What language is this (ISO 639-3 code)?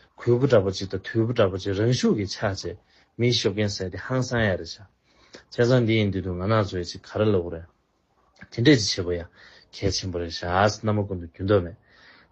bod